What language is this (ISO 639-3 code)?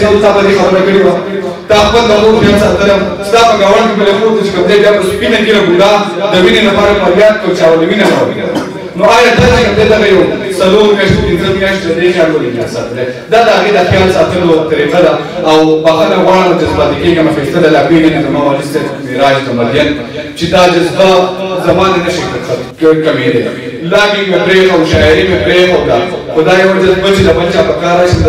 pus